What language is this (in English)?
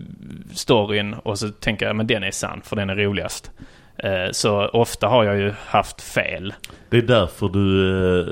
Swedish